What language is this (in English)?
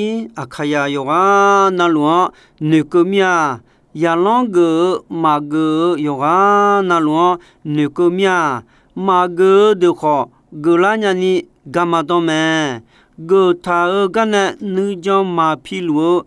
Akha